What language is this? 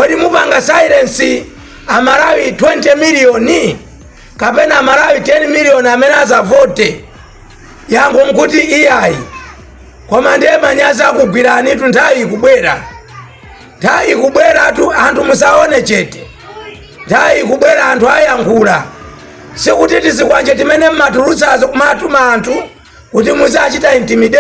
Nyanja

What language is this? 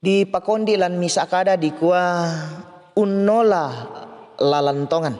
Toraja-Sa'dan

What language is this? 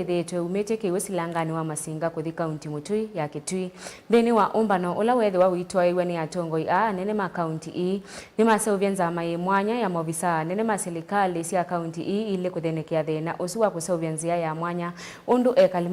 Kamba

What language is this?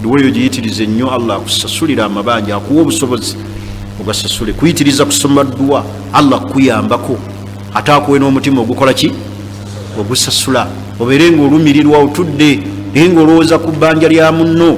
Ganda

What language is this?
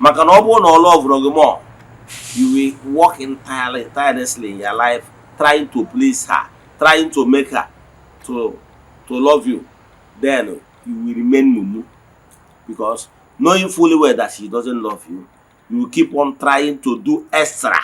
Igbo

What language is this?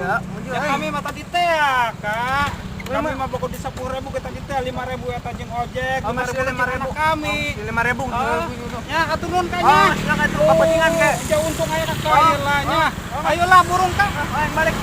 Sundanese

